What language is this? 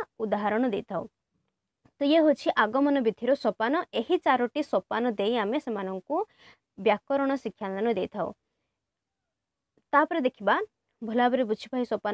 Odia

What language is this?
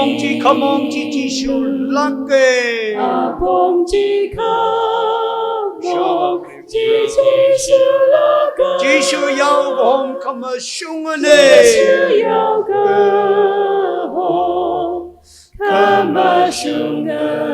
Tangkhul Naga (India)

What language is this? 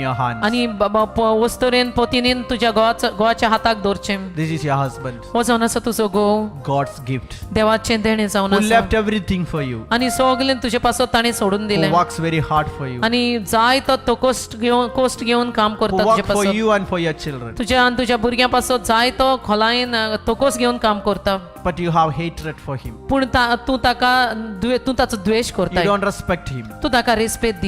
Konkani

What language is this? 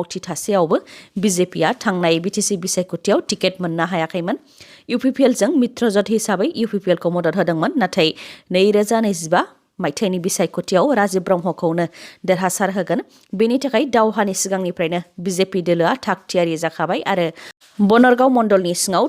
Bodo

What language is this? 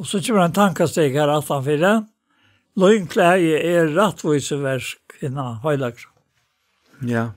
Faroese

